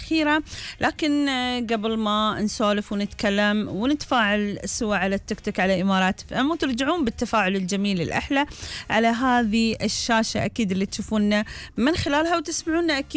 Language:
Gulf Arabic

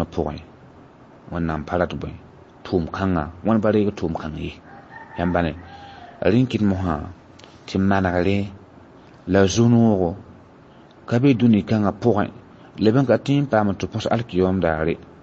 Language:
Mossi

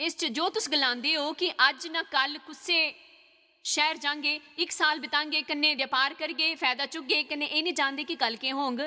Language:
Dogri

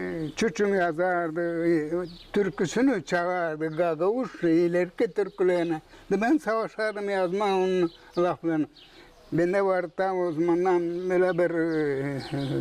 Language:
Gagauz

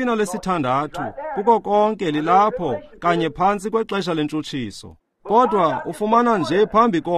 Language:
Xhosa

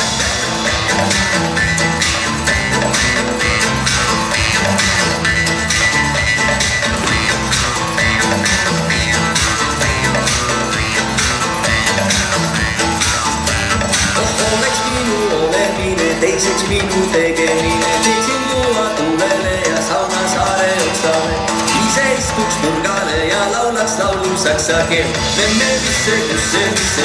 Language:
Estonian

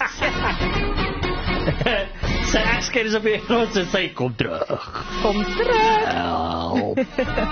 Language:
Afrikaans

